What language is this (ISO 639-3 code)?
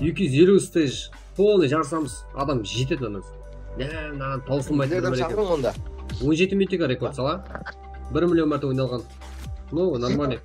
kaa